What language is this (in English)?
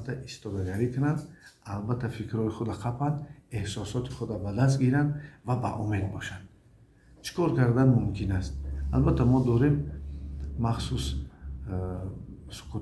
Tajik